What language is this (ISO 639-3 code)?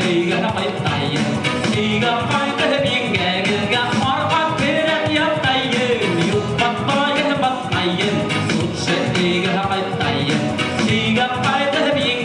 bak